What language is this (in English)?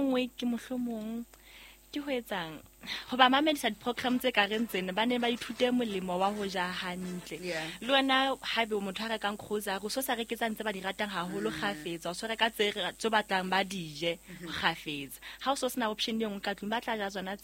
Southern Sotho